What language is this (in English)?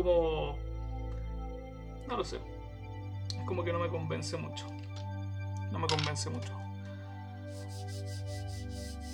Spanish